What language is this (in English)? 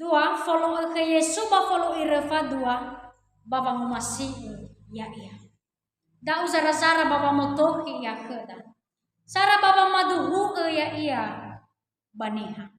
Nias